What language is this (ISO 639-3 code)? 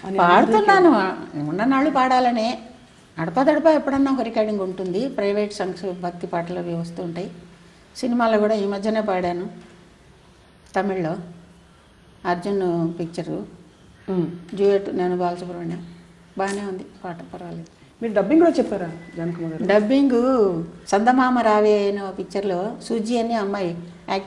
tel